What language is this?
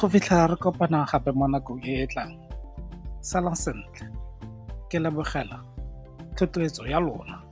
Tswana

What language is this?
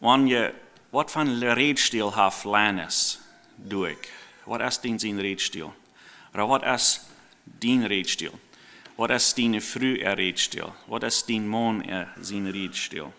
Plautdietsch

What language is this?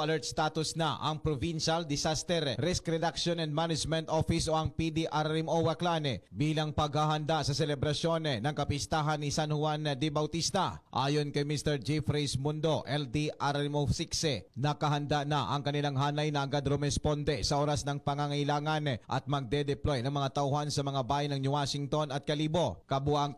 Filipino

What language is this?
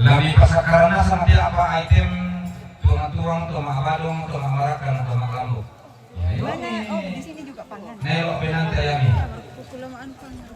Toraja-Sa'dan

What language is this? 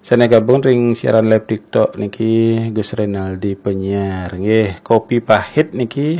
Balinese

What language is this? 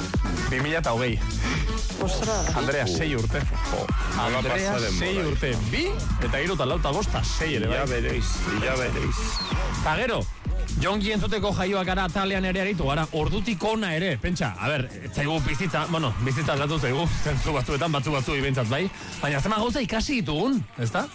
Basque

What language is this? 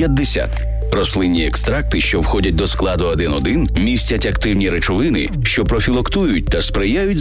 Ukrainian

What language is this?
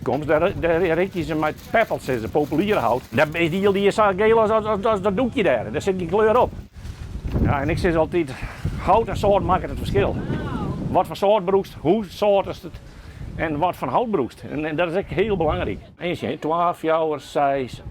Western Frisian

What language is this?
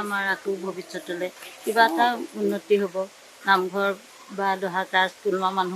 Assamese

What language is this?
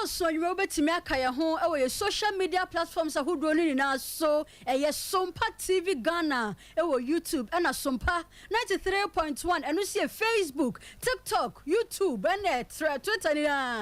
Akan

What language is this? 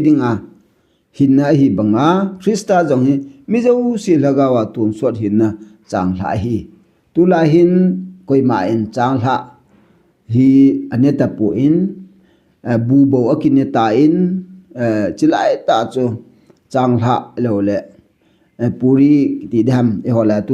Thado Chin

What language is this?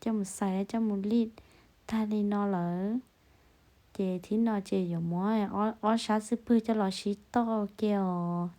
Hmong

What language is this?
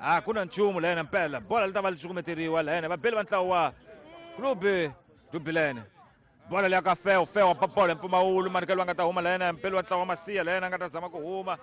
Tsonga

